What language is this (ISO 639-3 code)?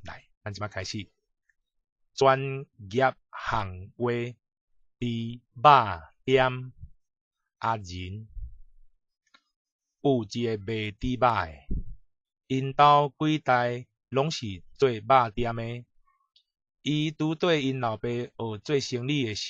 nan